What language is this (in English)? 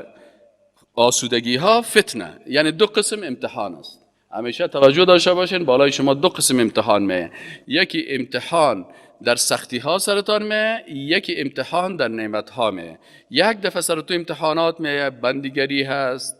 Persian